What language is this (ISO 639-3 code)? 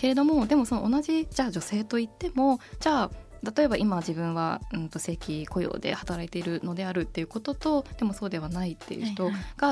jpn